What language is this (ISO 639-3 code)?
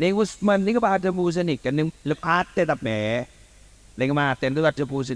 mad